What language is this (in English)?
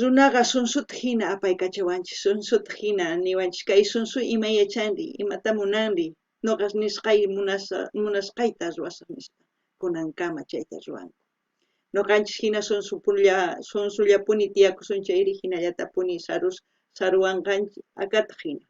South Bolivian Quechua